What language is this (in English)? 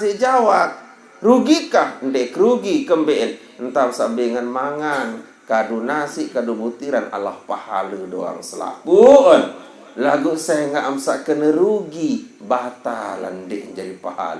Sasak